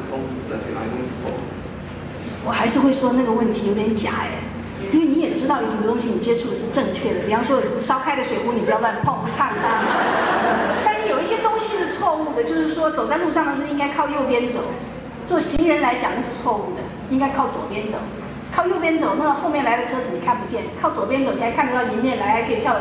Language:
Chinese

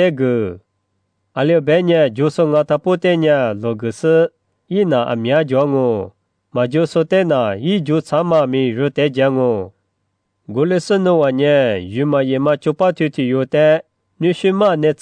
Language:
Lisu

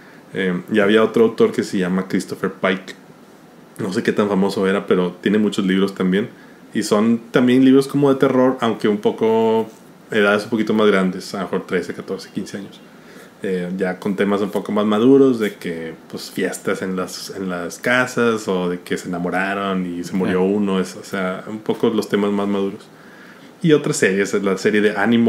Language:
Spanish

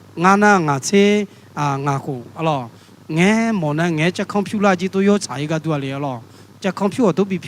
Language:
Akha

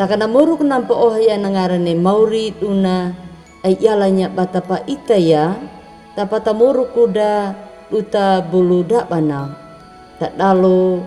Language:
Anakalangu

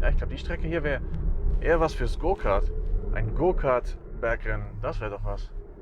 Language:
Swiss German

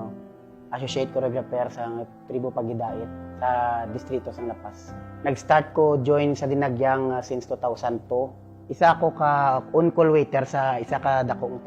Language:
Hiligaynon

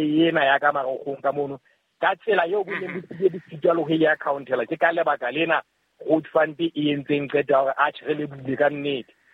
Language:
Southern Sotho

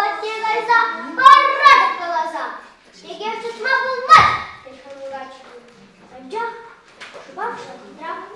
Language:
Chuvash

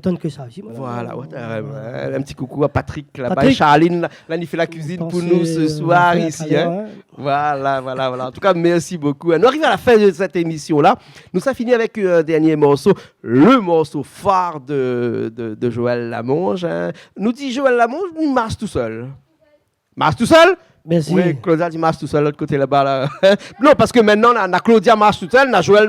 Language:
Réunion Creole French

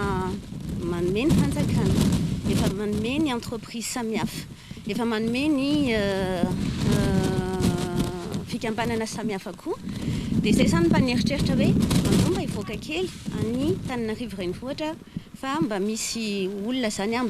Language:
Malagasy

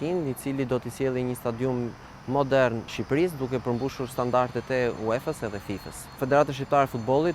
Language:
Albanian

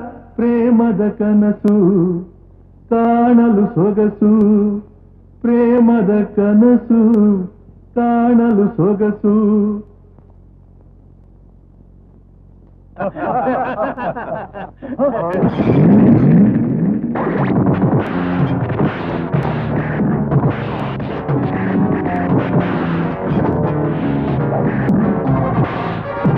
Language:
Kannada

